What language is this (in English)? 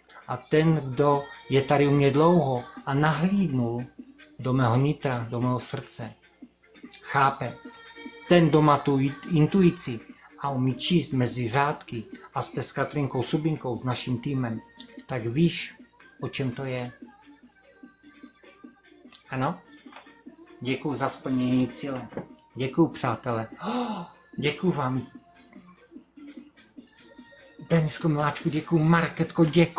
Czech